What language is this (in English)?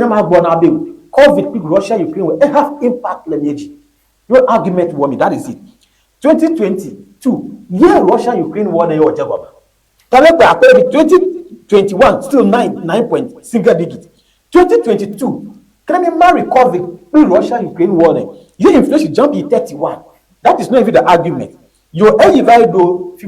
Ewe